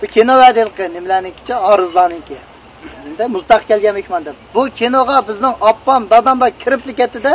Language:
Uyghur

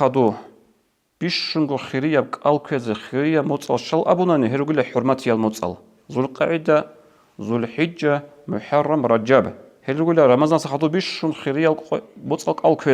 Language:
Avaric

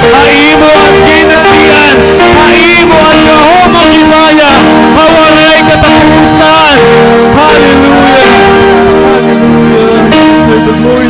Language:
Waray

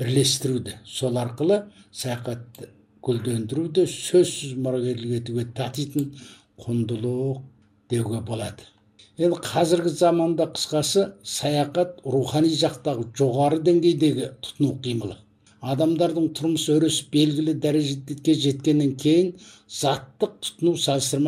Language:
Kazakh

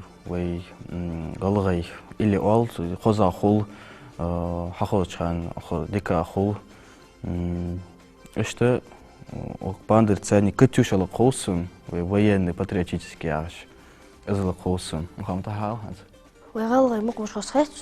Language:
Ingush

